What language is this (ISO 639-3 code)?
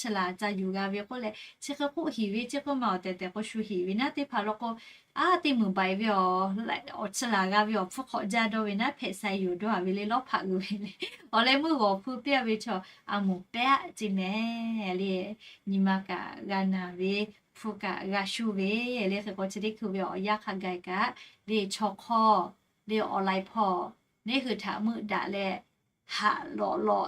lhu